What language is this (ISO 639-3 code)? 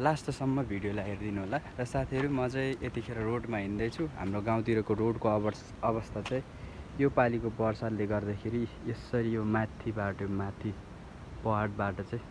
nep